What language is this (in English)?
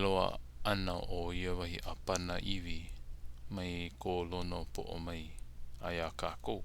Hawaiian